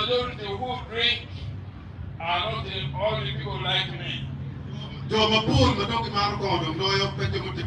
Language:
Acoli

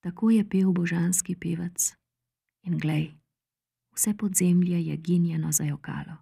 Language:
Slovenian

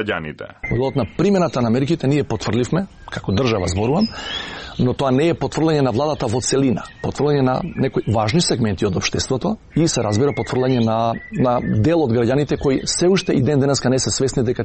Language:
Macedonian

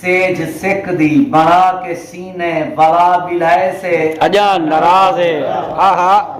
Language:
Saraiki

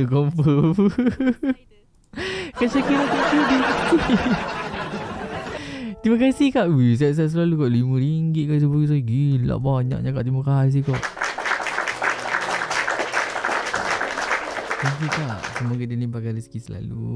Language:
Malay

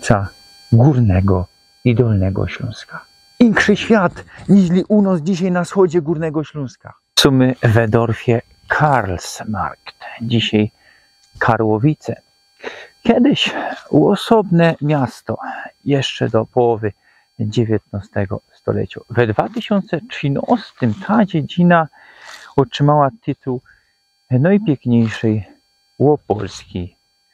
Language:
Silesian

